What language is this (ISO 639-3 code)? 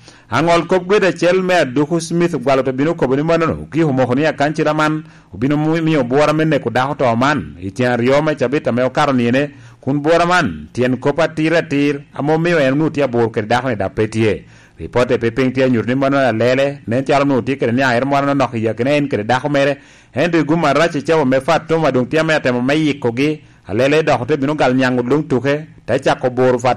laj